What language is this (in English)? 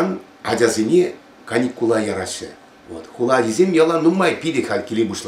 Chuvash